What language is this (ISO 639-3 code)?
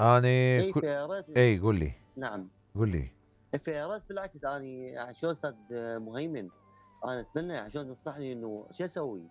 acm